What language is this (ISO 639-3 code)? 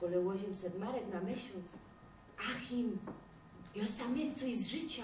szl